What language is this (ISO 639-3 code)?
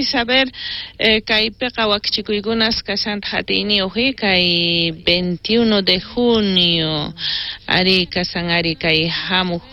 quh